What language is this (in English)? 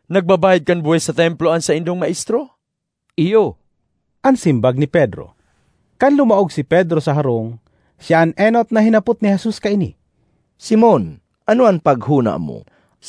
Bikol